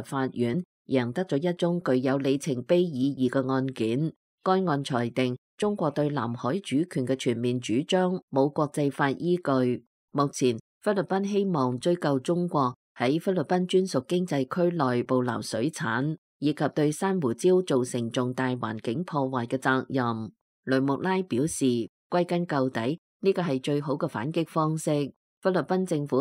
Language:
Cantonese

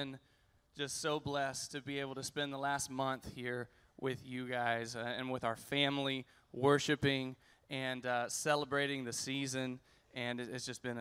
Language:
English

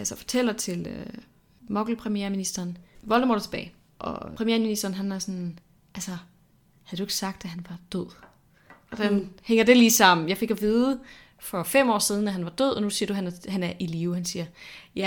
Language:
Danish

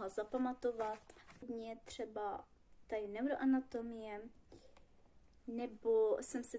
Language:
Czech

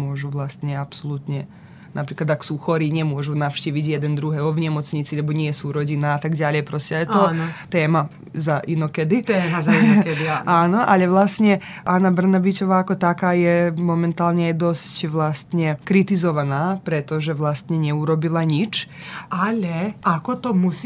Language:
Slovak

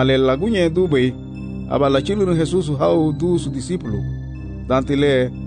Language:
Garifuna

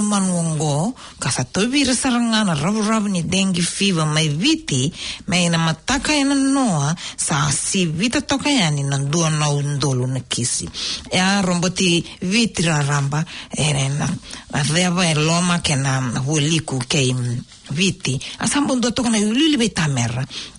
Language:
Fijian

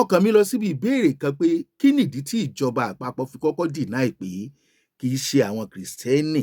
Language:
Yoruba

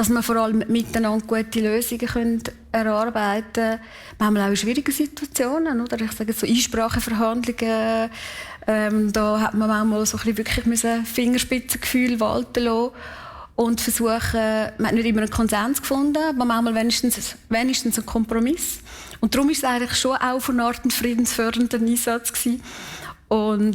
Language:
Swiss German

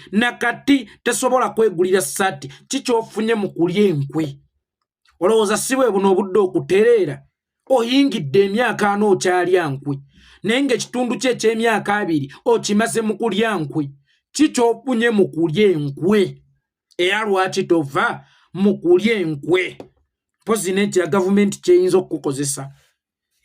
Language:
Ganda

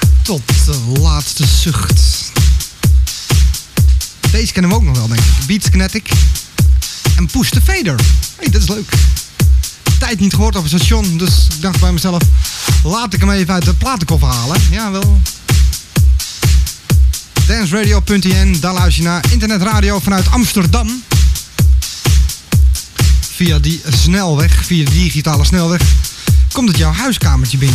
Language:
Dutch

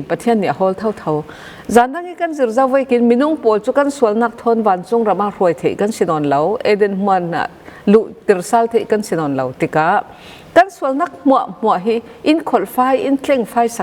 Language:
Falam Chin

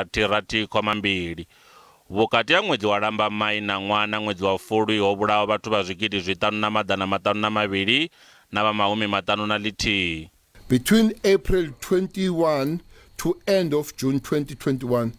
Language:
Venda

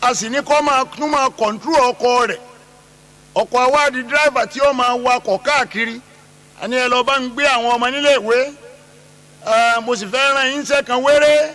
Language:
Yoruba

